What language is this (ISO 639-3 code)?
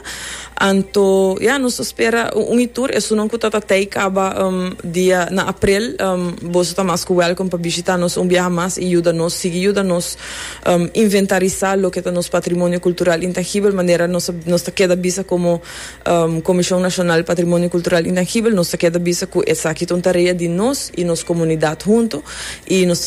pap